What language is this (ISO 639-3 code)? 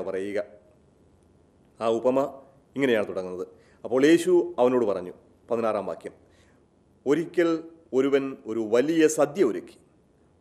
mal